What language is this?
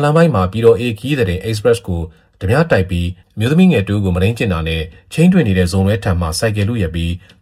Burmese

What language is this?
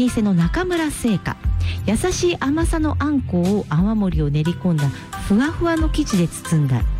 Japanese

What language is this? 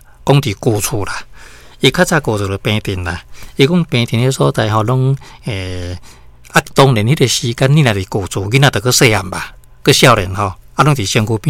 Min Nan Chinese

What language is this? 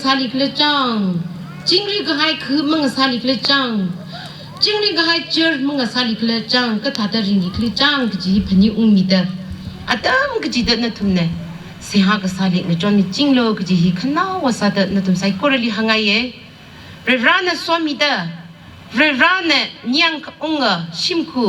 Tangkhul Naga (India)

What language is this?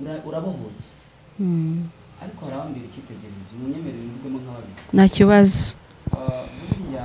Kinyarwanda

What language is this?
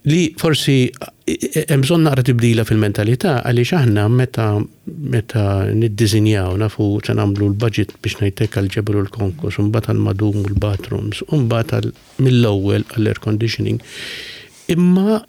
Maltese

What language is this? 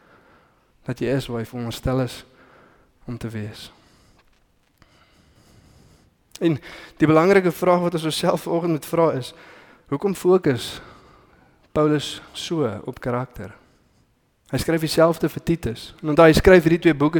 Afrikaans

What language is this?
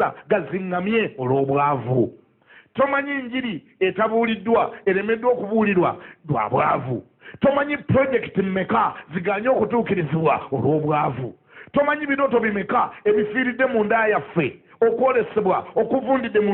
Ganda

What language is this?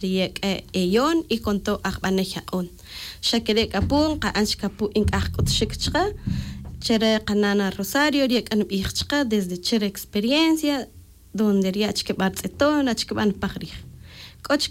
Tz'utujil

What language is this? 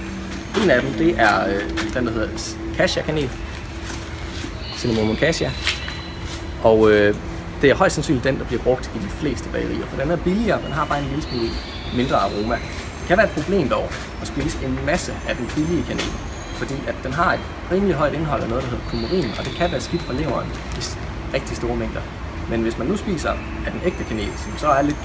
Danish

